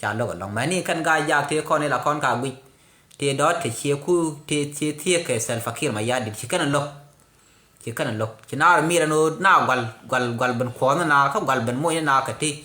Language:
Nuer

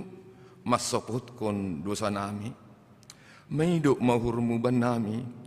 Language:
Batak Simalungun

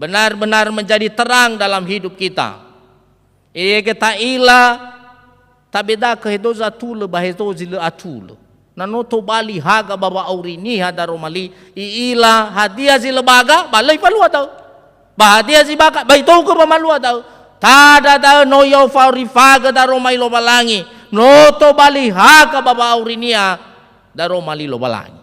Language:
Nias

